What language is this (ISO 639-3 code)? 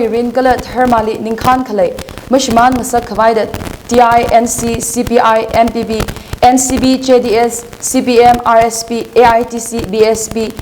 nmf